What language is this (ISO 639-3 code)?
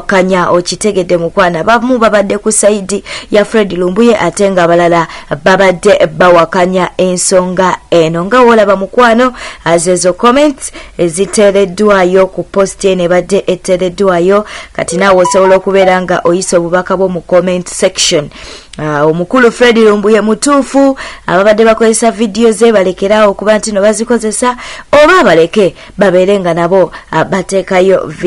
lug